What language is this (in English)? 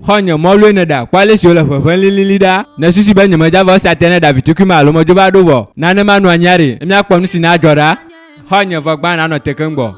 Ewe